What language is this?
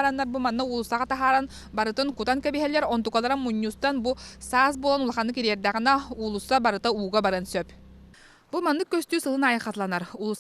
Yakut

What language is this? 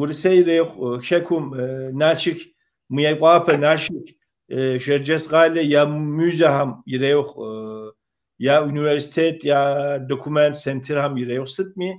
Kabardian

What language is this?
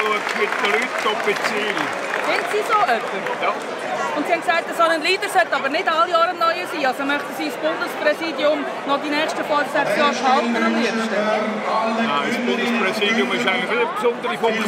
Swiss German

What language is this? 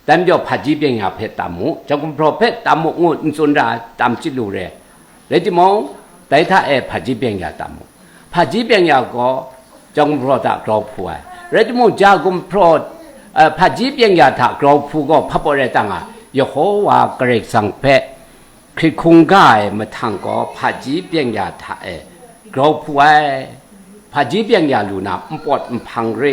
Kachin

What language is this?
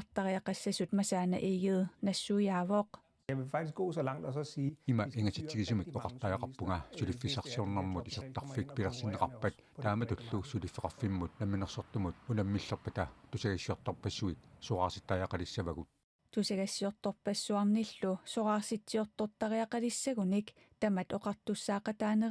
Kalaallisut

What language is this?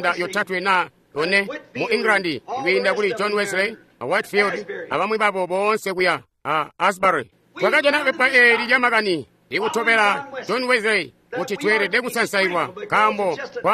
Tonga (Zambia)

